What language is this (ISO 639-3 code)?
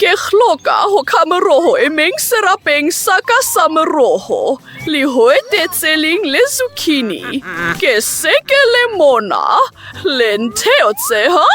sot